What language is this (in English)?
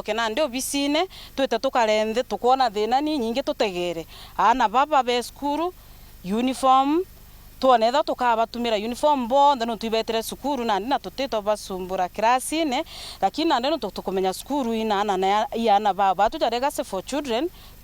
Meru